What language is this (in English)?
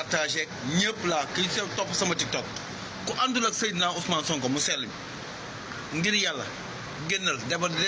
Wolof